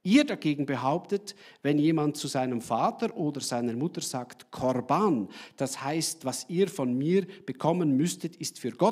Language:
Swiss German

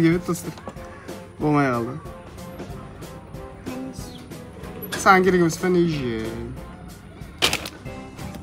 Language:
Kazakh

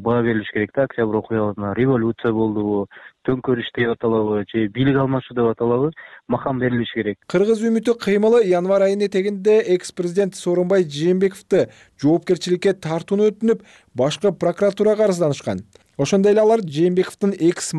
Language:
Kyrgyz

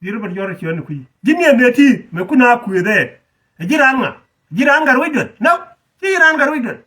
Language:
Nuer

